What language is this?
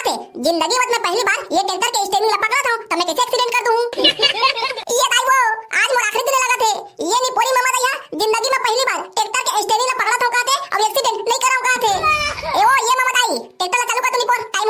Chhattisgarhi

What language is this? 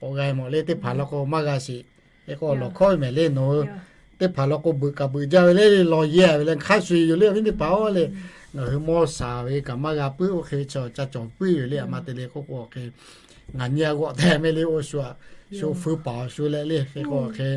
Lahu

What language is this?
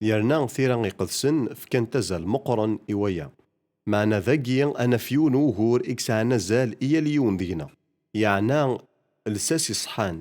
Kabyle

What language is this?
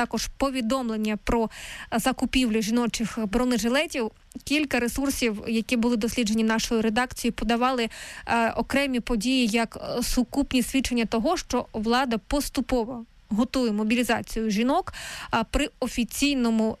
Ukrainian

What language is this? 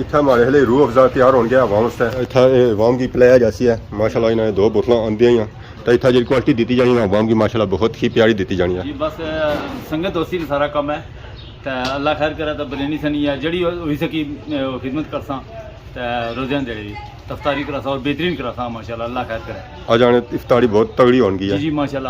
Pahari-Potwari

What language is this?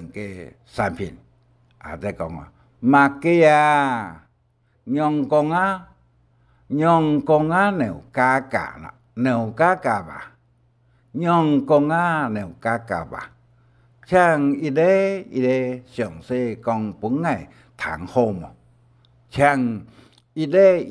Hakka Chinese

